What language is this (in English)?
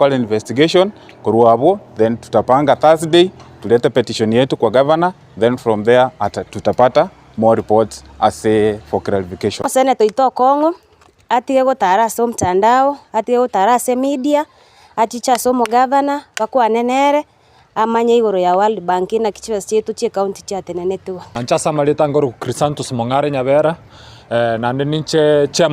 Gusii